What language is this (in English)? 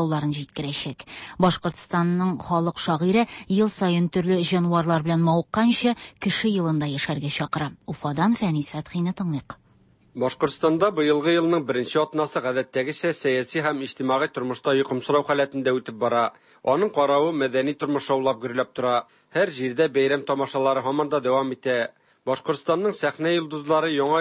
Tatar